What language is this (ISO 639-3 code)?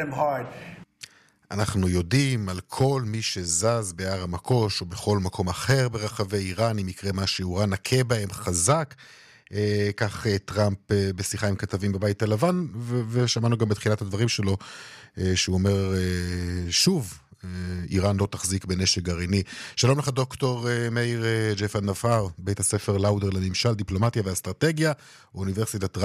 heb